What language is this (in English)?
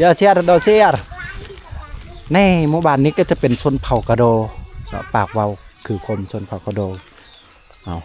Lao